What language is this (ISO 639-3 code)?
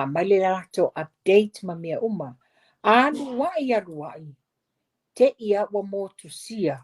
smo